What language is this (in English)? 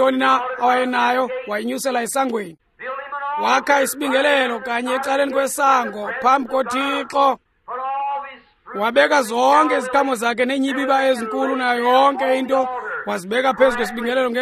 Xhosa